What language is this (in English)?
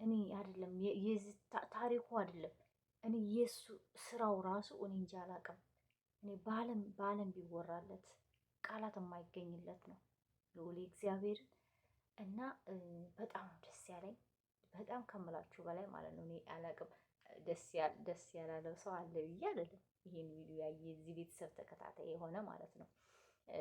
Amharic